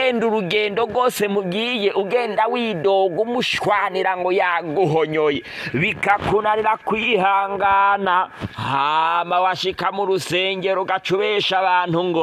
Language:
Rundi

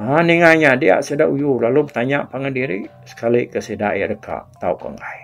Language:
Iban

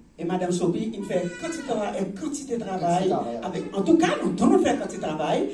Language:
Seselwa Creole French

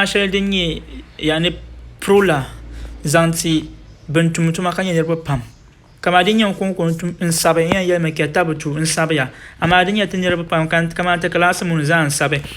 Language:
Dagbani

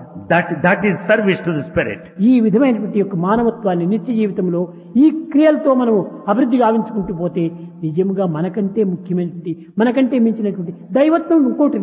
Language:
Telugu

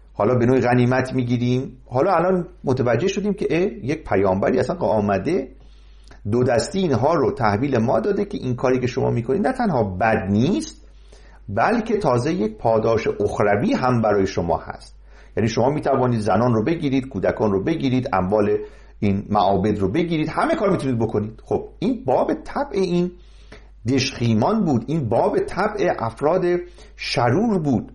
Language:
Persian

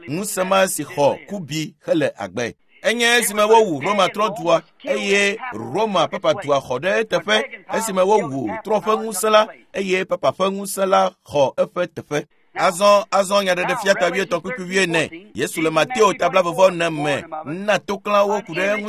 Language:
Ewe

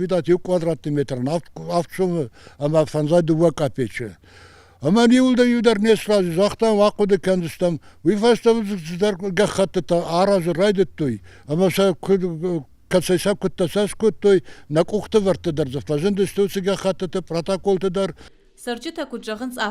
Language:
Ossetic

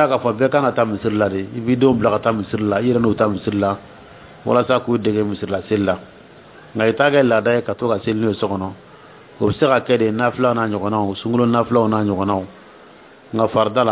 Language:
Dyula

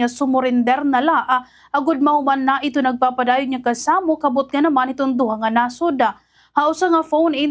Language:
Waray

